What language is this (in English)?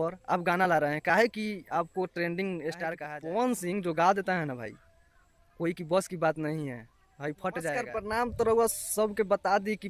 Bhojpuri